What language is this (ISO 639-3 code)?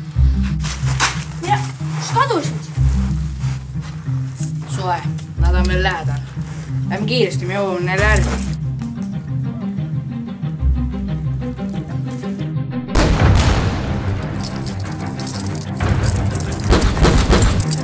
est